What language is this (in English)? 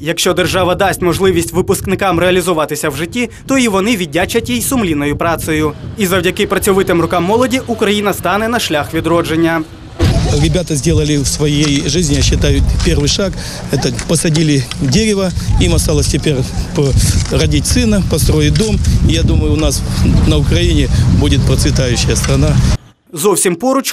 Ukrainian